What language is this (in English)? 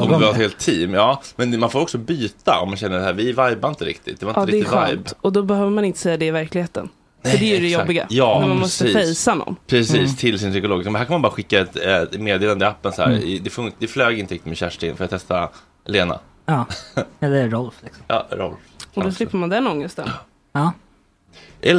Swedish